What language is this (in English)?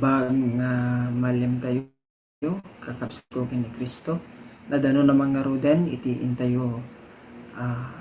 Iloko